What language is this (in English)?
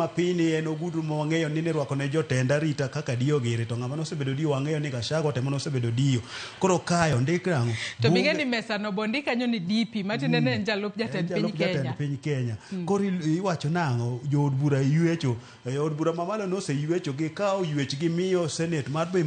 Luo (Kenya and Tanzania)